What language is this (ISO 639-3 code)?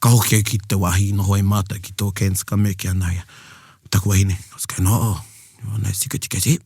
mri